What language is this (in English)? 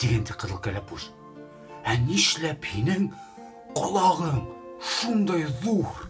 Bashkir